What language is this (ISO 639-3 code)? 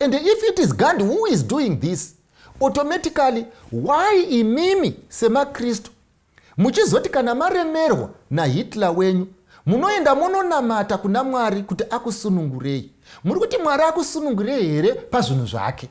sna